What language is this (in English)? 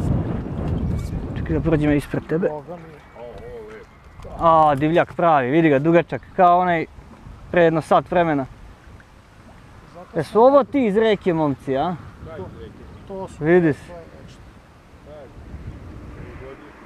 Serbian